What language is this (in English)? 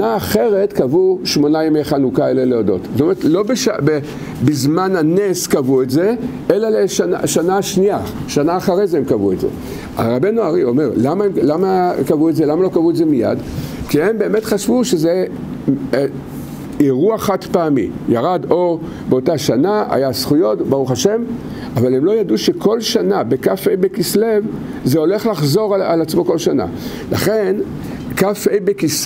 Hebrew